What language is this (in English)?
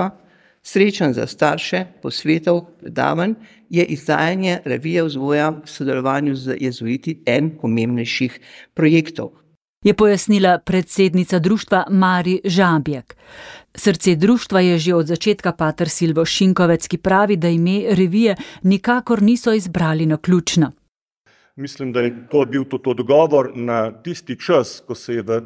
Slovenian